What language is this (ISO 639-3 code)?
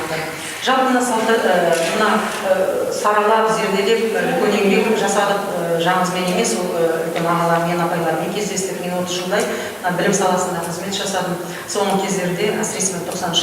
kaz